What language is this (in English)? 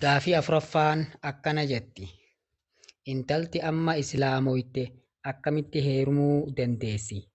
Oromo